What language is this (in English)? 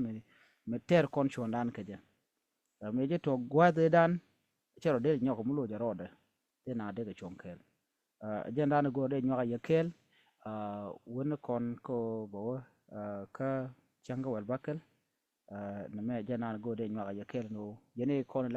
Nuer